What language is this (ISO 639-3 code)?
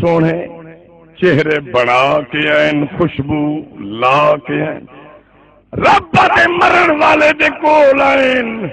skr